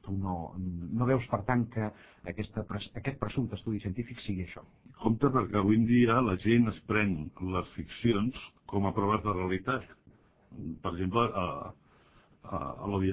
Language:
Catalan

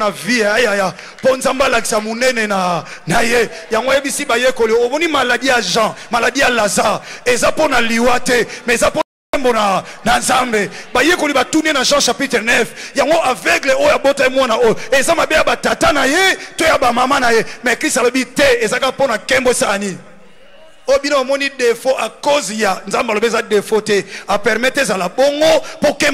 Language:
Lingala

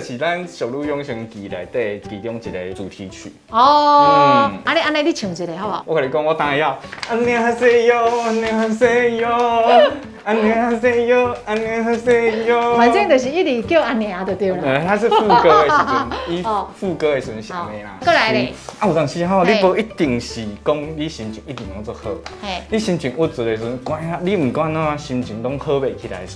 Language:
Min Nan Chinese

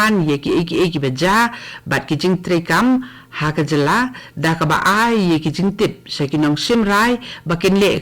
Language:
Khasi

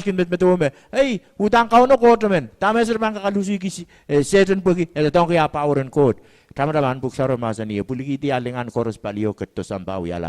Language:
Pohnpeian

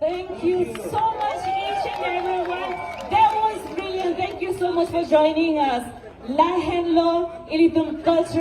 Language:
Karbi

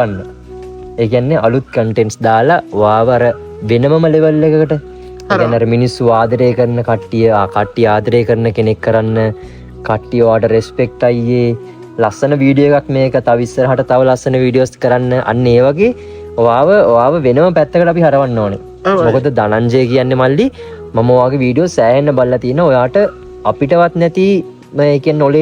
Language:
Sinhala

